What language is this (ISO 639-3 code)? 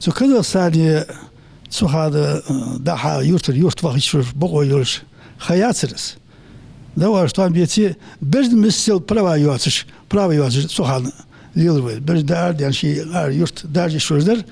inh